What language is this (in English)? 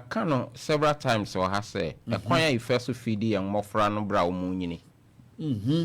Akan